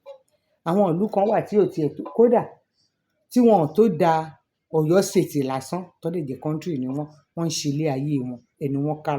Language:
Yoruba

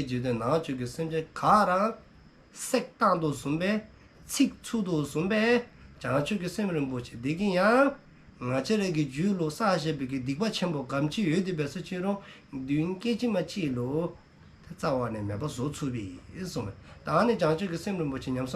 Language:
Dzongkha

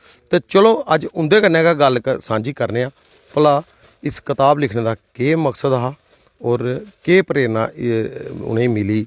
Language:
Dogri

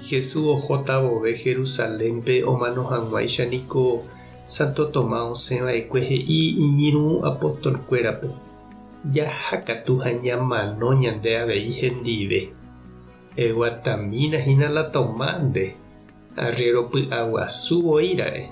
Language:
Guarani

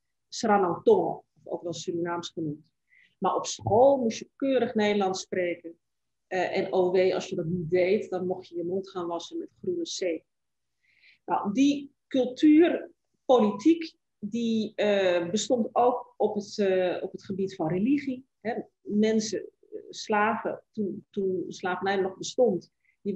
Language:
Dutch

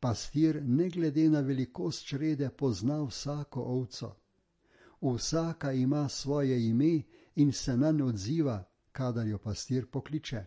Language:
Slovenian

